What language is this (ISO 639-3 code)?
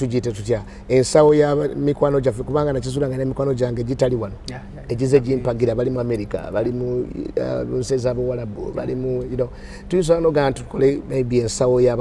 lug